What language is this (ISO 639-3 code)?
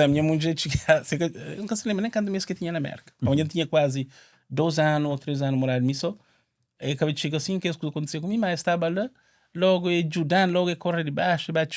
kea